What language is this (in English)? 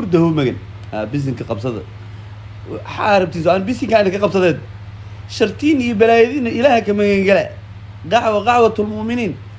Somali